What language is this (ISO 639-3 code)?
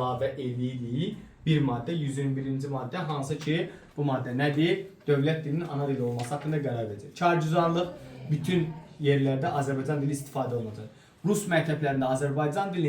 aze